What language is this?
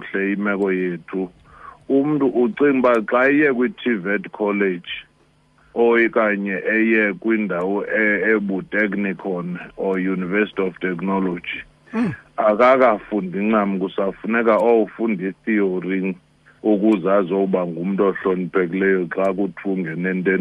Xhosa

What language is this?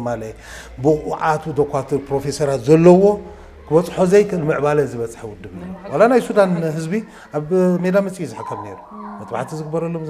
Tigrinya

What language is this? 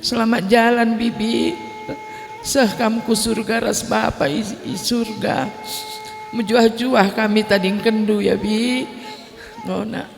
Batak Karo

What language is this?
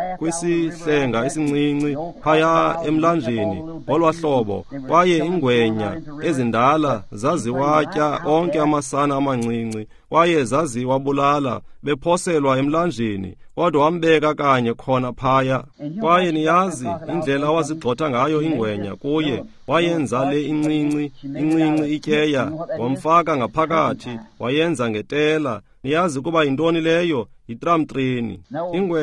Xhosa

